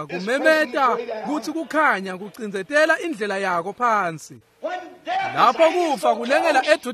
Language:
Swati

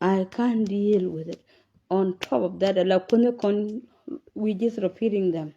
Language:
Nuer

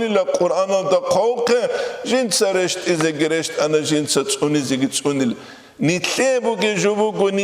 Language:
Avaric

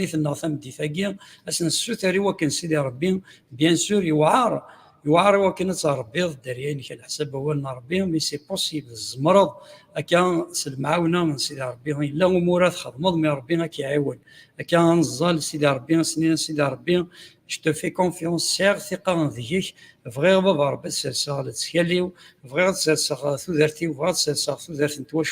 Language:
Kabyle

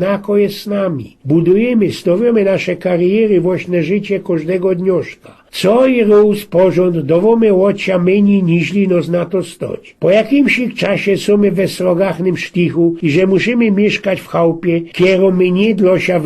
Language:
Silesian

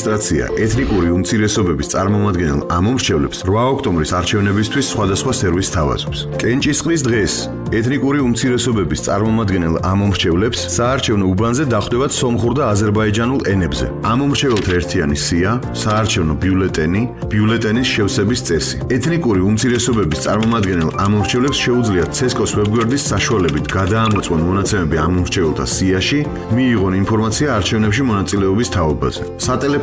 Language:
Georgian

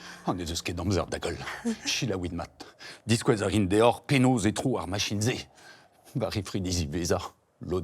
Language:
Breton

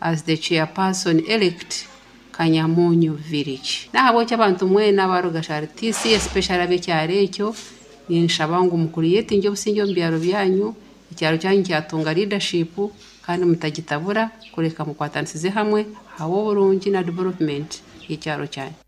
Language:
Nyoro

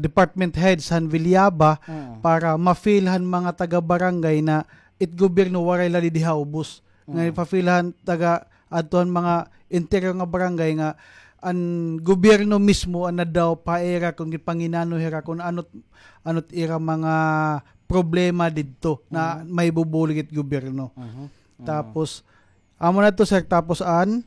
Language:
Waray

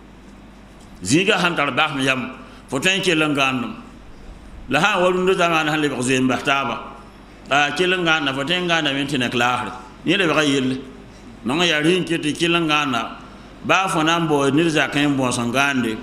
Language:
Mossi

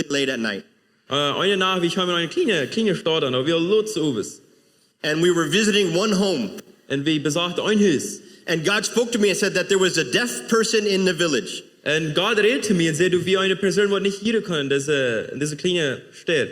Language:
Plautdietsch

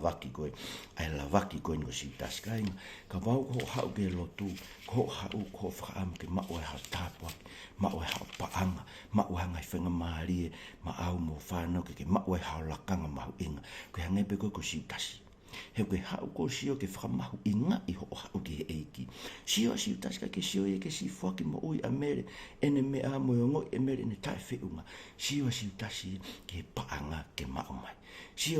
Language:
Tongan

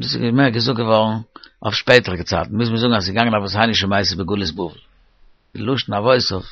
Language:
Yiddish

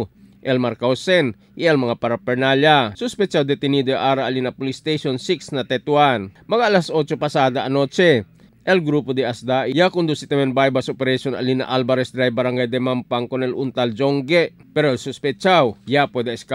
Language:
Chavacano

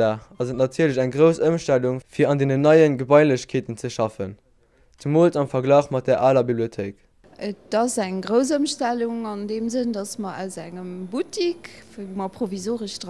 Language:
Luxembourgish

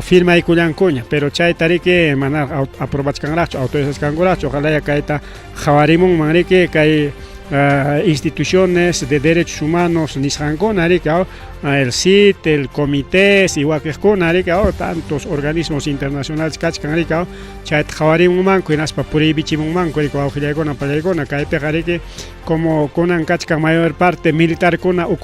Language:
Ayacucho Quechua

